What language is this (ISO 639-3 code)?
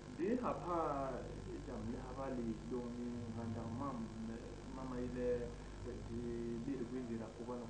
bas